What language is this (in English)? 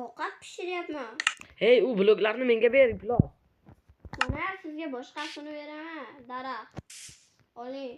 Uzbek